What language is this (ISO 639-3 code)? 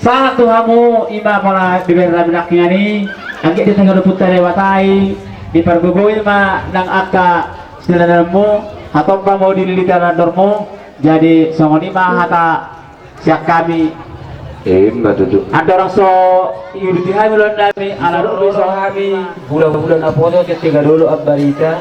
bbc